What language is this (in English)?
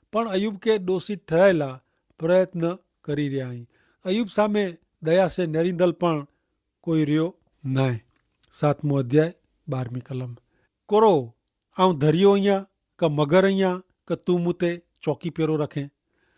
Kachhi